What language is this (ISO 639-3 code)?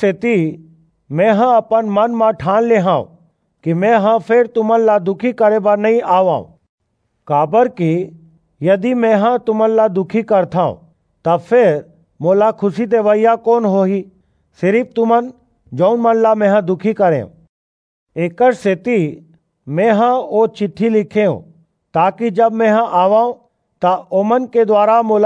hne